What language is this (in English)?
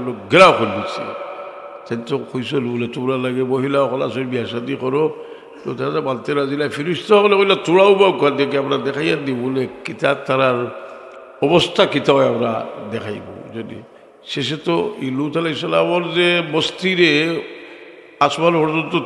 Sylheti